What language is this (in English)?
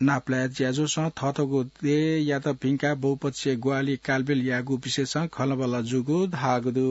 Newari